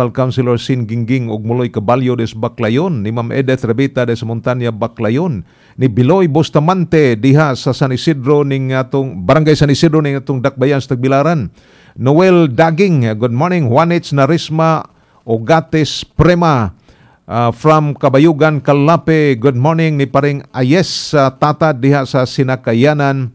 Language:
Cebuano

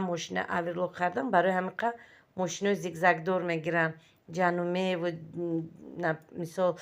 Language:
Tajik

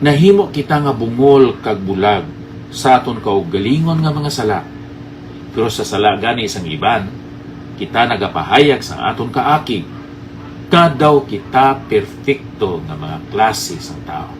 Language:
Hiligaynon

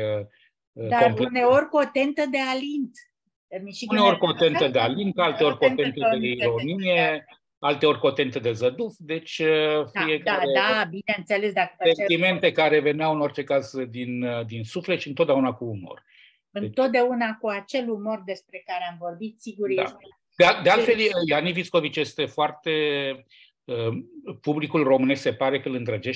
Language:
Romanian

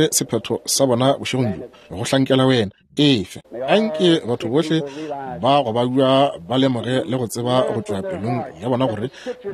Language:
Northern Sotho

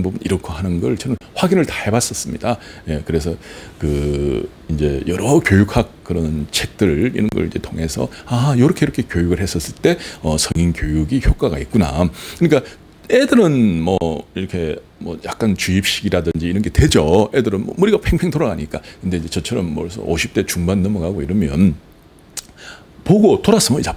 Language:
Korean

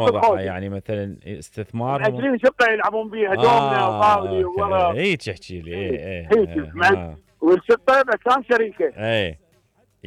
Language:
Mesopotamian Arabic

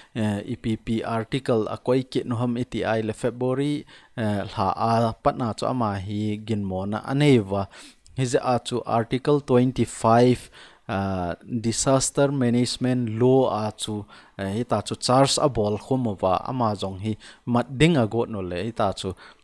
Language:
Thado Chin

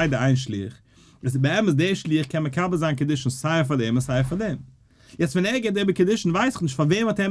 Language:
Yiddish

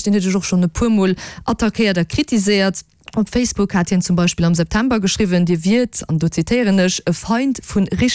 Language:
Luxembourgish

